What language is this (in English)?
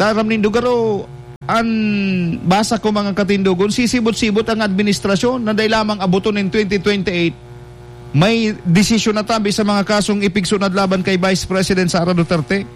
Bikol